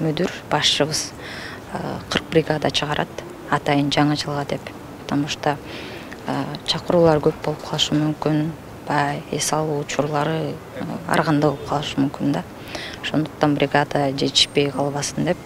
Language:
Kyrgyz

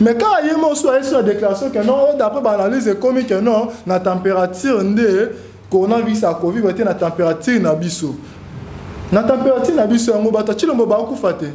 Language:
Lingala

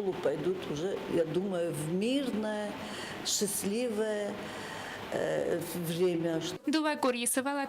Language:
Ossetic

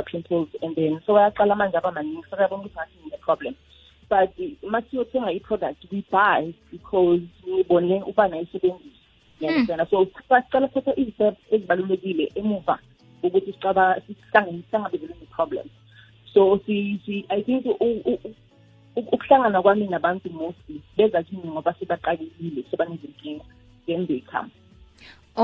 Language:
South Ndebele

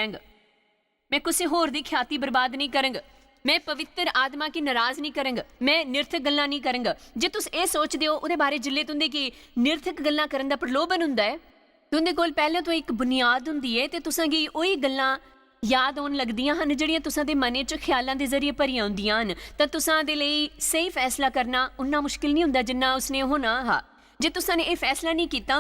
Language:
Dogri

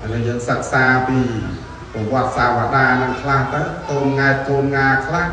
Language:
Khmer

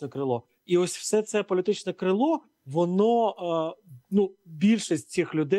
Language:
Ukrainian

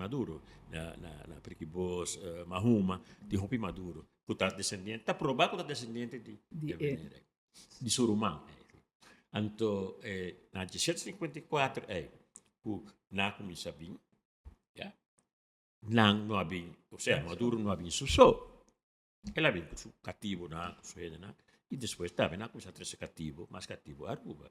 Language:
Papiamento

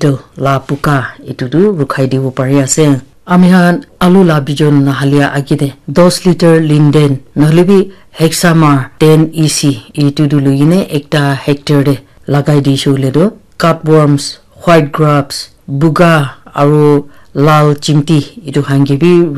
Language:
Naga Pidgin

